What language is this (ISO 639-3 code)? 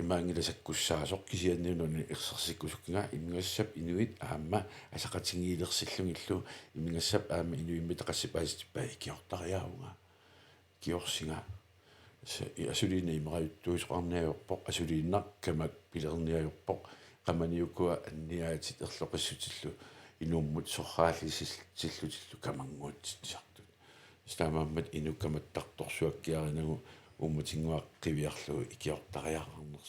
kal